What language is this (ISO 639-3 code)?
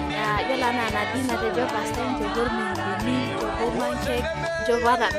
mas